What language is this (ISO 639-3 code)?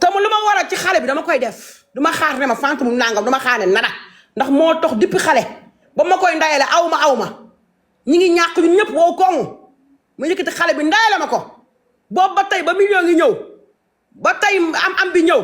wol